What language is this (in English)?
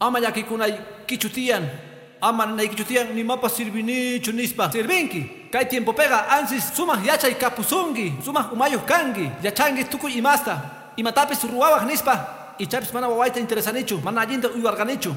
Quechua